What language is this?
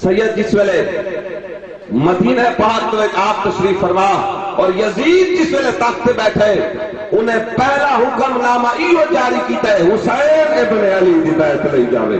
Saraiki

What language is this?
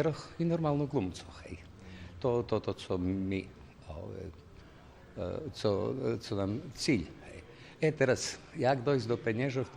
Rusyn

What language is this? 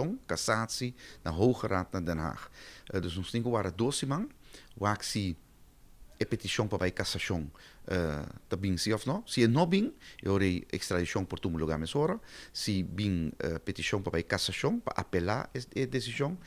Papiamento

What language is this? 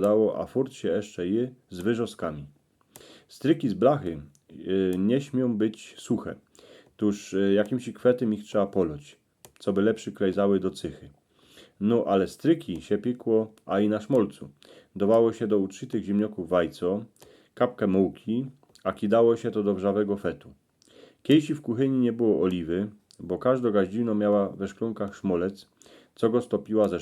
Silesian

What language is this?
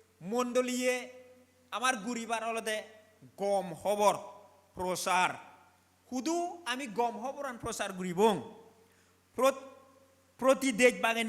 Chakma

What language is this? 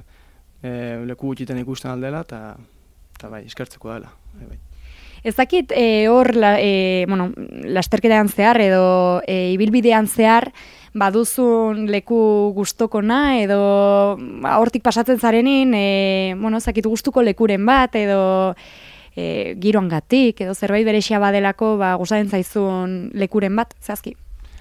Basque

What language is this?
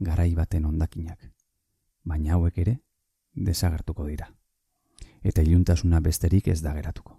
Basque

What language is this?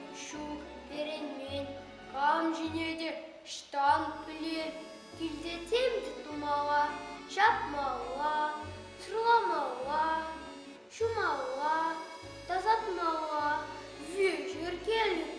Chuvash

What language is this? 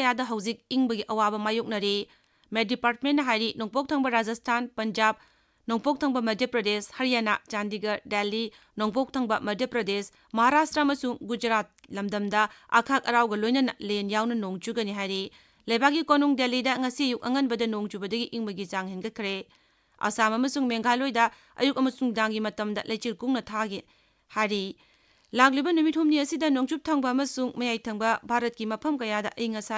Manipuri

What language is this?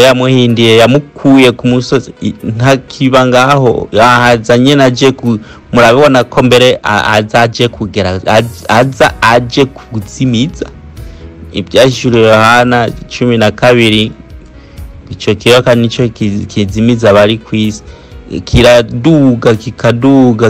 Rundi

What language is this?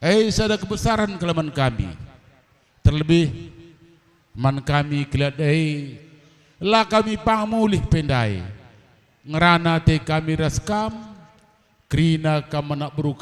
Batak Karo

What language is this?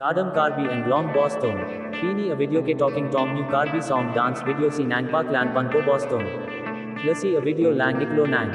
Karbi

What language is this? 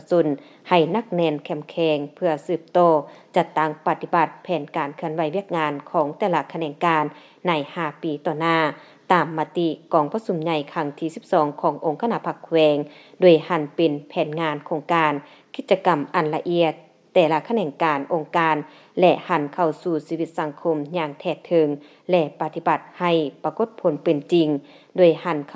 Lao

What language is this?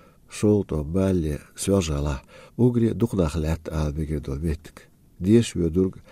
Chechen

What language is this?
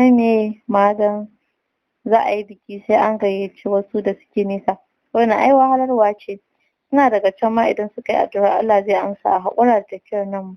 Hausa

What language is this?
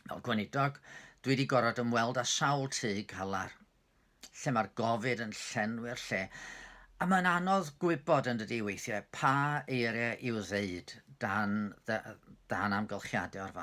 Welsh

